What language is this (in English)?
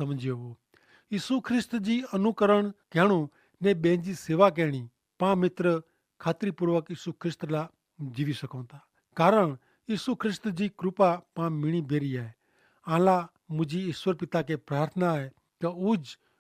Kachhi